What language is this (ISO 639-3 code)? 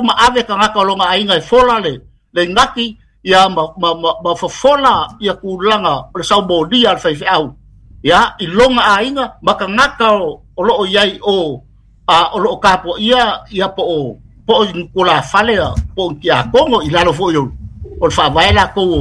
smo